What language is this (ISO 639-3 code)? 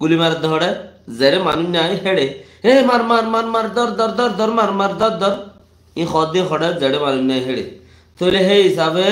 rhg